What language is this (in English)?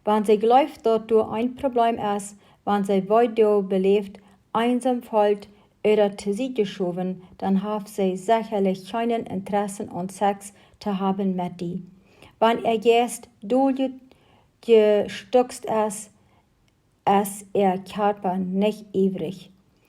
Plautdietsch